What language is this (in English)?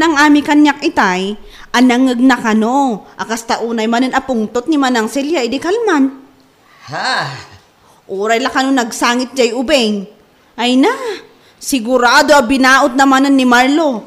Iloko